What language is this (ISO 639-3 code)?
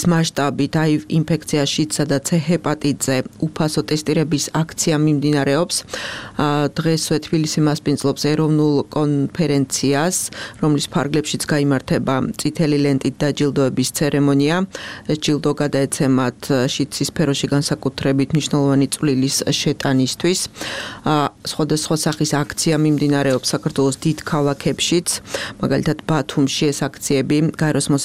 kat